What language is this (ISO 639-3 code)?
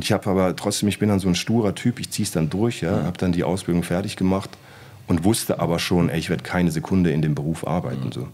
deu